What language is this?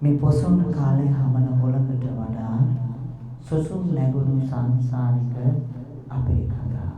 Sinhala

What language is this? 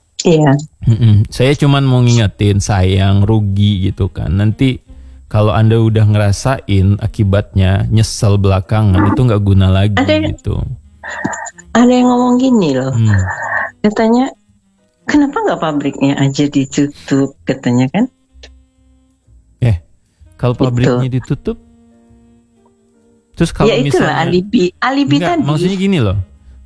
Indonesian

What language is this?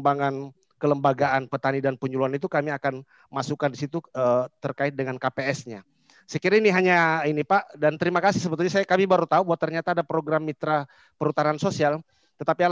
Indonesian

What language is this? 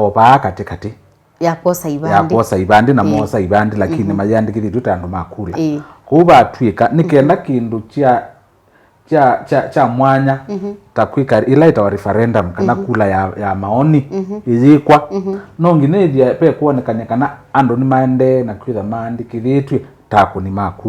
Kamba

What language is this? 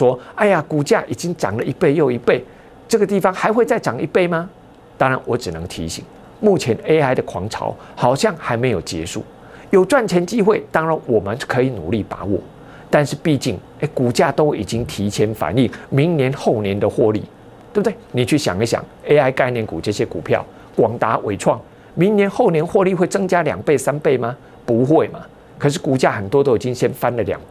Chinese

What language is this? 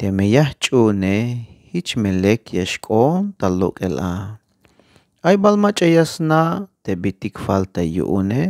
Tzeltal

